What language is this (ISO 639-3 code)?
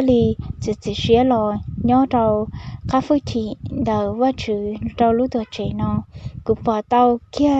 hmn